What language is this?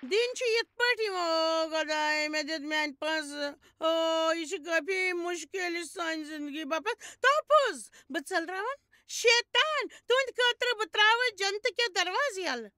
Kashmiri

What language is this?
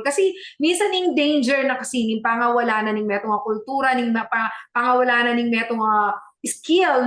Pampanga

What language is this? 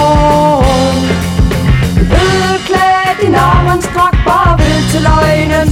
Danish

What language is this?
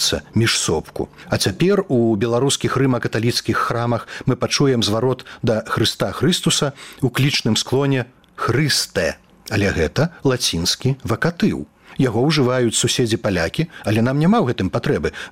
Belarusian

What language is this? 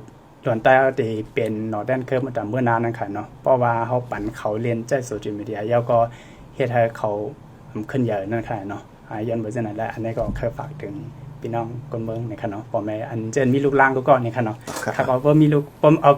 Shan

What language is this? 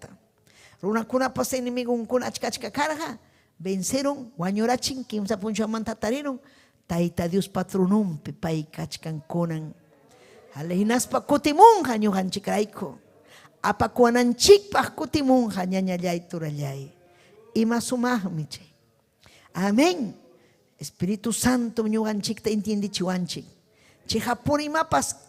Ayacucho Quechua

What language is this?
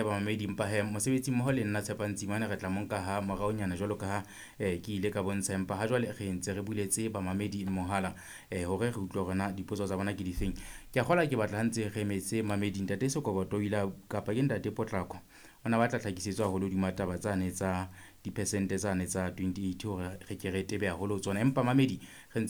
Southern Sotho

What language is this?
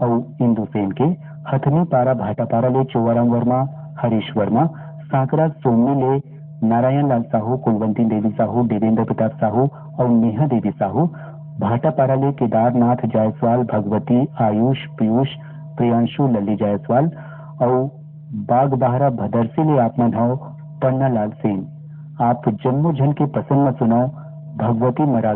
Chhattisgarhi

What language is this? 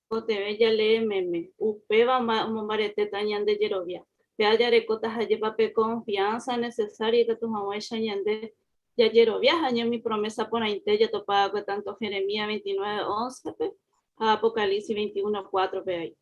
Guarani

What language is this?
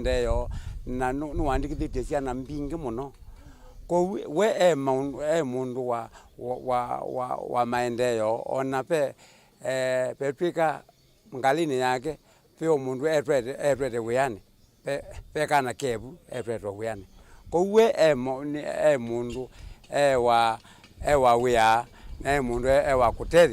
Kamba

